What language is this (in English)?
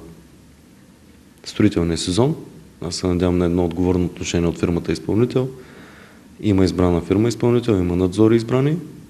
Bulgarian